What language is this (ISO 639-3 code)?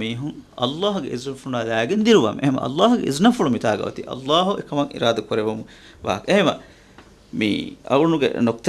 div